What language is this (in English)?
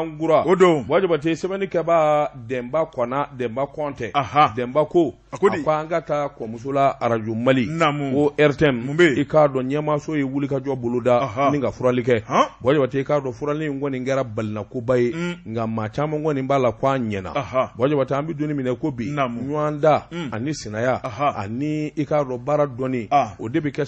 Bambara